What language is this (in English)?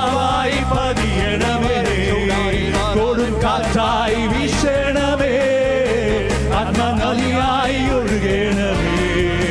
Malayalam